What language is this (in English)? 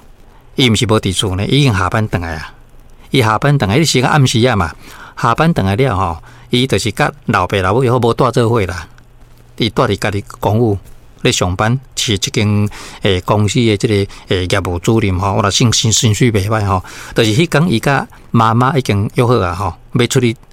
Min Nan Chinese